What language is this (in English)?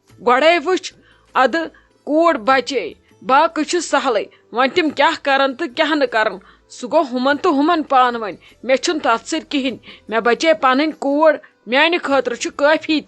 Kashmiri